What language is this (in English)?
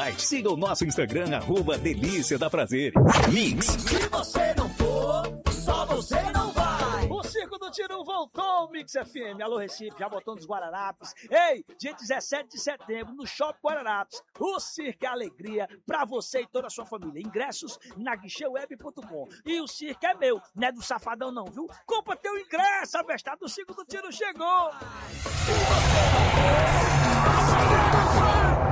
Portuguese